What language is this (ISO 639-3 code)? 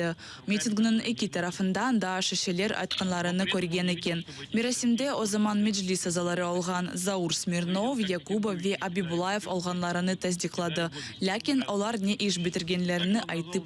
crh